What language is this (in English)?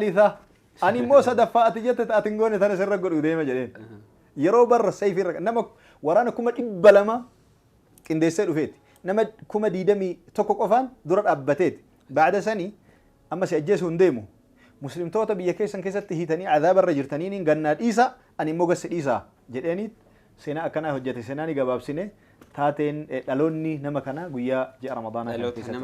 Oromo